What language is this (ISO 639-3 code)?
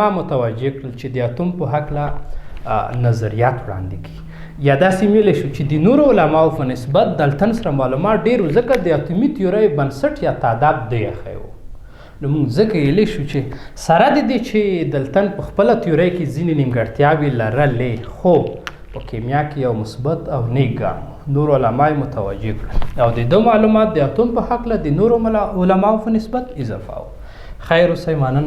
pus